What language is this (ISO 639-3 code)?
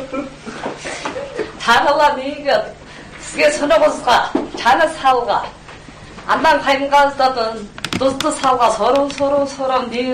kaz